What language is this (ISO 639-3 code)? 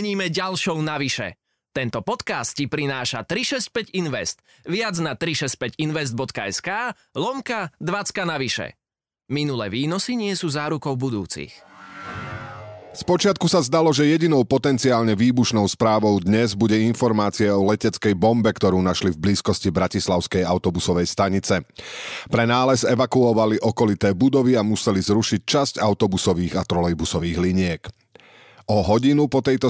slk